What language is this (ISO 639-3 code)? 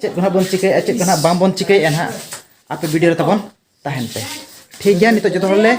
sat